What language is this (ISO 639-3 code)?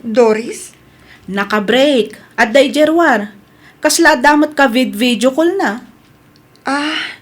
ilo